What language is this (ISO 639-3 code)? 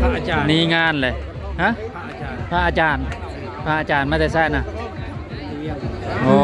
tts